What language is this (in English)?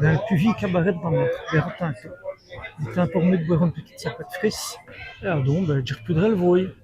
Walloon